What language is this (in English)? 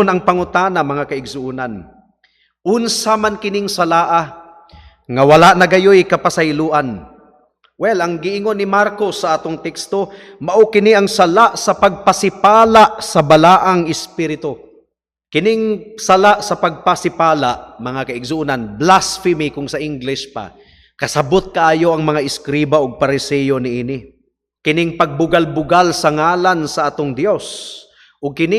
Cebuano